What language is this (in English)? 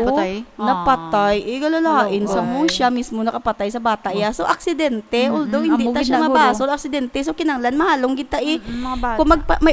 Hiligaynon